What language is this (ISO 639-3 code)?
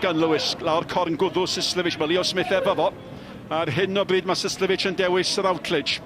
cym